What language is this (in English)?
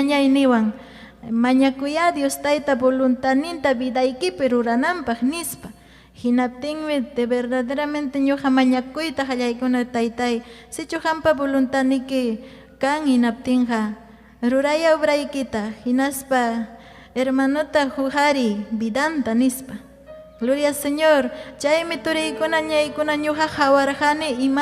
Ayacucho Quechua